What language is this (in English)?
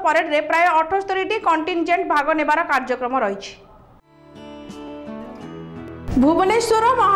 Odia